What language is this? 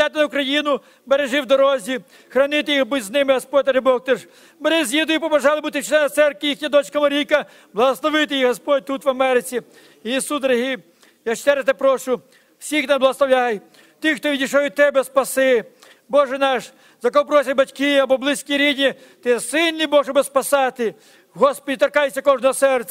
Ukrainian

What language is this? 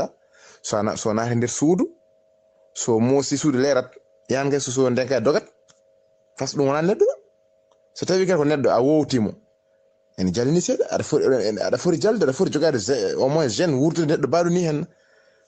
Fula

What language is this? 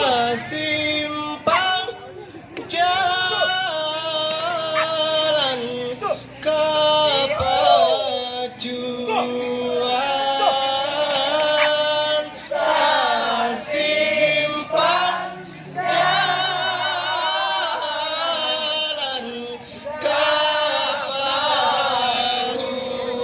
Minangkabau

